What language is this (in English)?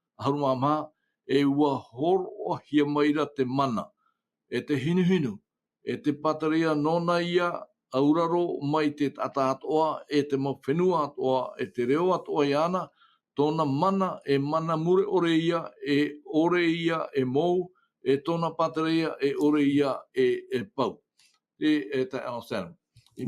Tahitian